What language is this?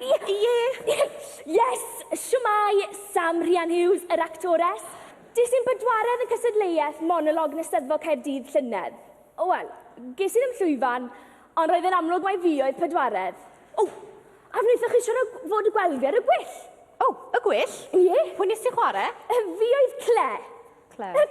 Welsh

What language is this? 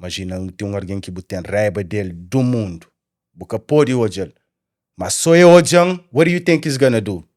Kabuverdianu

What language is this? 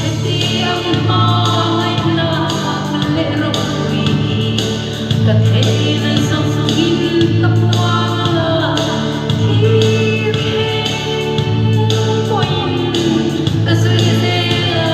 Hmar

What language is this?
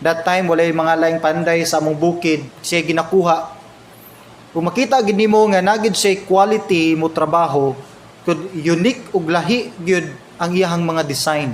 Cebuano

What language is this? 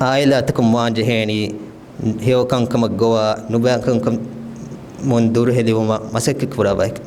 Divehi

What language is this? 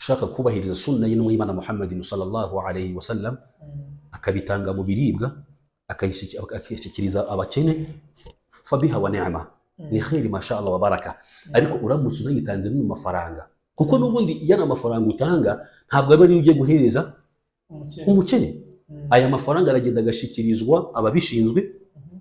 Kinyarwanda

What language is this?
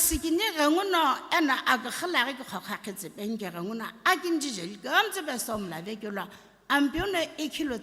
Sumi Naga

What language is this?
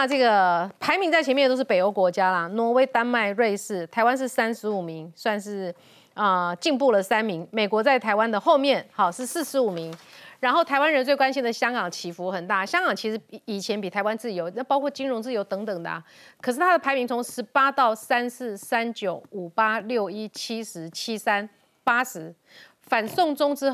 Chinese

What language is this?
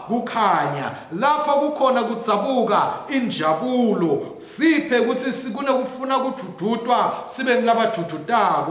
Swati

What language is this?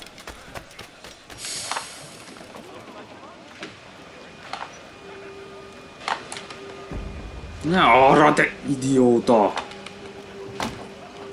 Hungarian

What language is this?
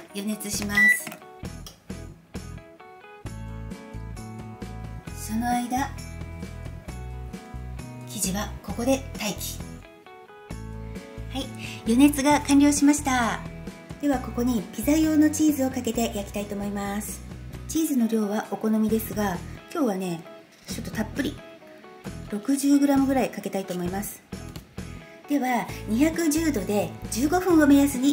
Japanese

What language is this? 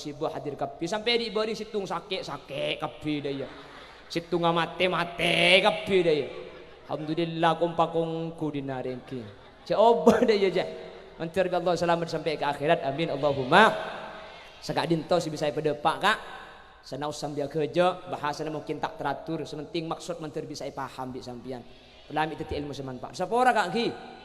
Madurese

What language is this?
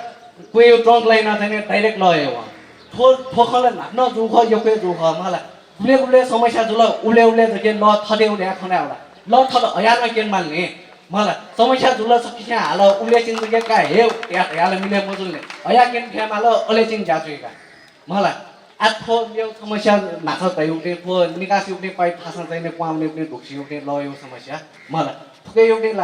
Newari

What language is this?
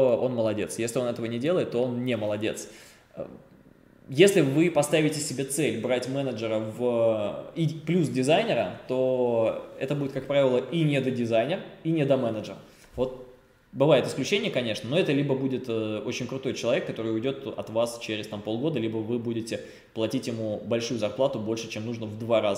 Russian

